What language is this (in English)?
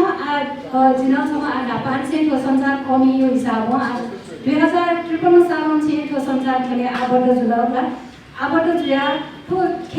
Newari